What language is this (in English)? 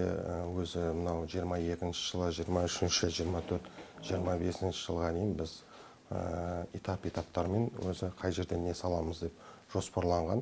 Kazakh